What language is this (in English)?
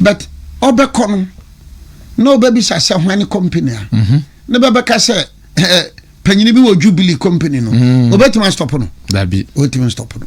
Akan